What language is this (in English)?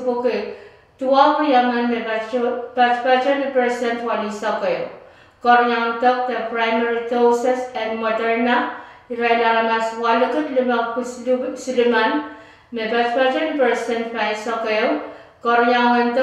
Pohnpeian